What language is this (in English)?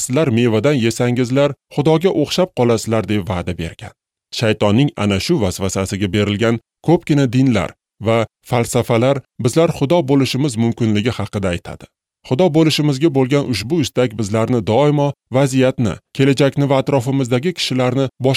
Uzbek